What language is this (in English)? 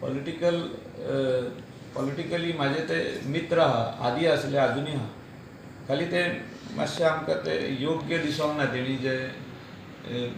Konkani